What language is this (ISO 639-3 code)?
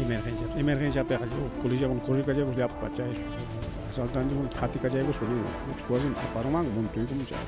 quy